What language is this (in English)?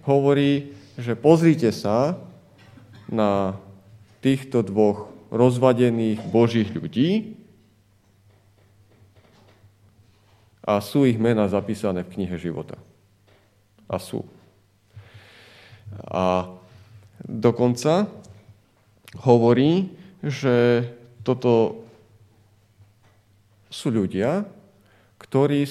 Slovak